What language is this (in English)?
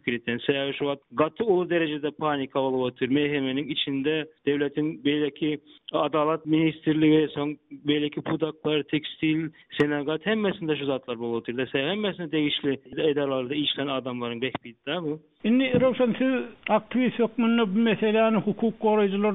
Turkmen